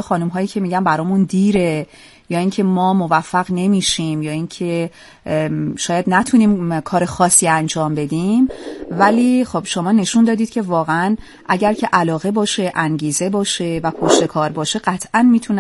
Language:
Persian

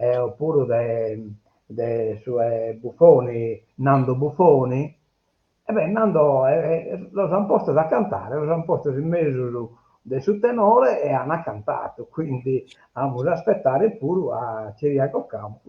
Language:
Sardinian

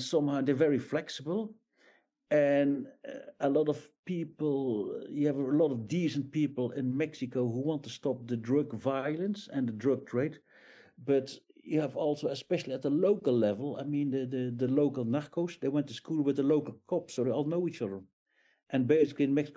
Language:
English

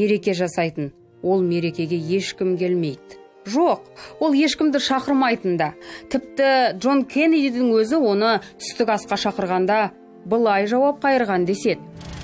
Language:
Kazakh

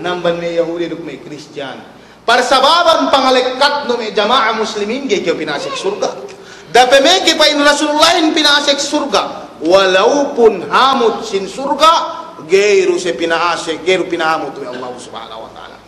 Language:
Yakan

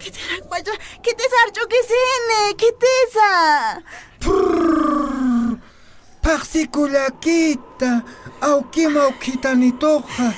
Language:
Aymara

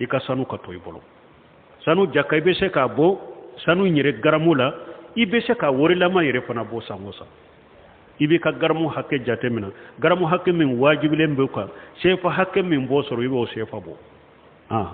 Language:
Bambara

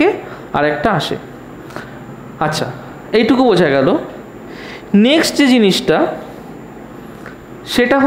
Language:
Bangla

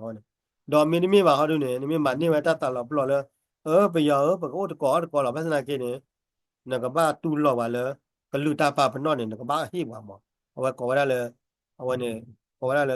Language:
S'gaw Karen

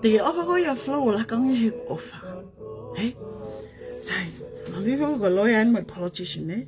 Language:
Tongan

